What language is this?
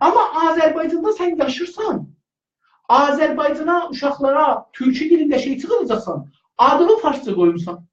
South Azerbaijani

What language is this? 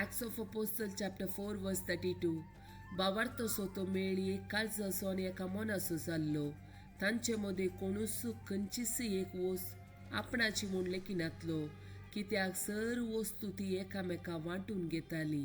Konkani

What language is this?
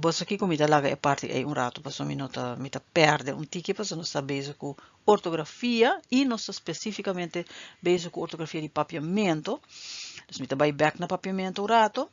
Papiamento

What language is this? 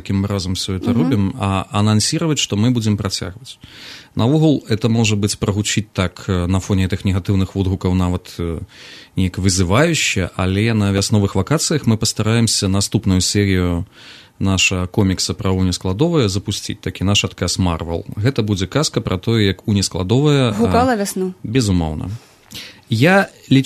Belarusian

